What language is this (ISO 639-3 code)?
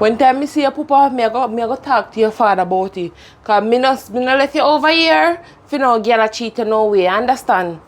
jam